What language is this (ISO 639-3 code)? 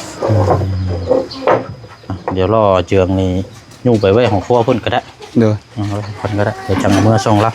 lao